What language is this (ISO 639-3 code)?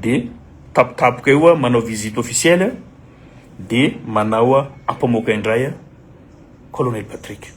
mlg